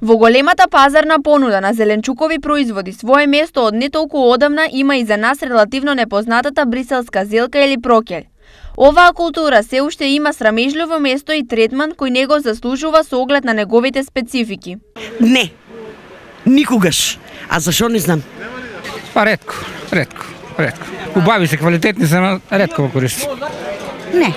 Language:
Macedonian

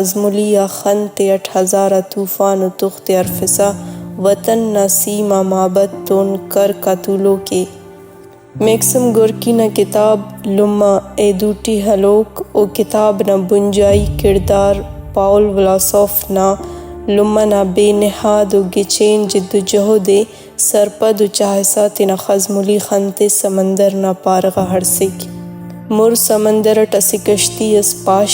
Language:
Brahui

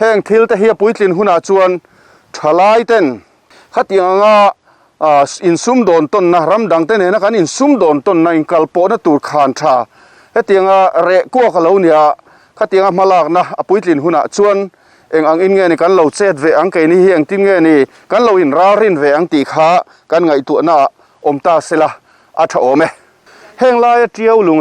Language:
Mizo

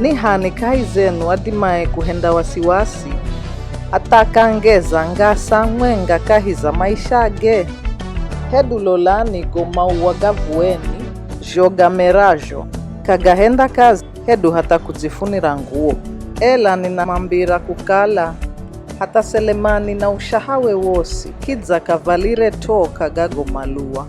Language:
Giryama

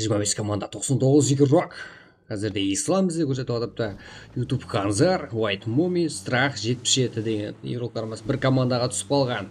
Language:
Kara-Kalpak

